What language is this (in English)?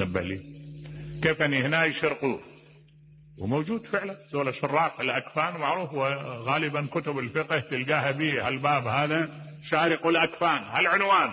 Mesopotamian Arabic